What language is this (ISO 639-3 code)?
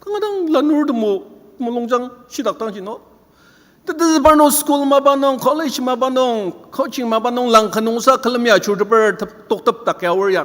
njo